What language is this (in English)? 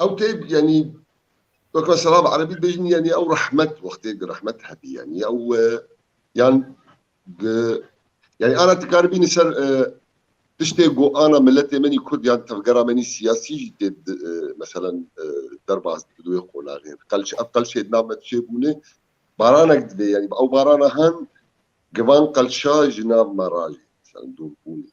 Kurdish